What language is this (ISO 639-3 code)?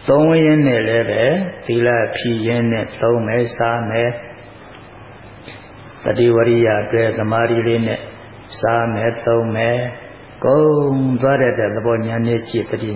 mya